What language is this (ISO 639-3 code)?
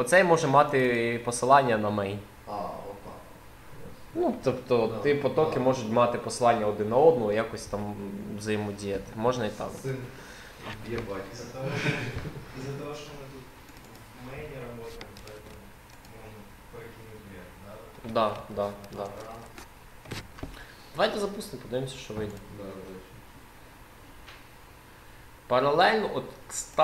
ukr